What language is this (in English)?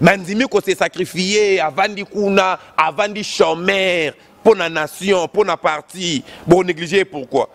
Lingala